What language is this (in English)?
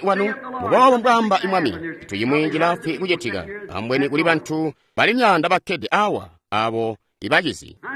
Tonga (Zambia)